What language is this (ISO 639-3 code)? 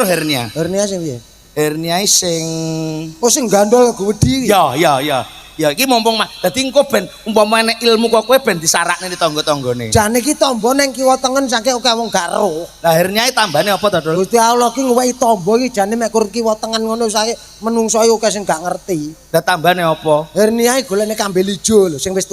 jav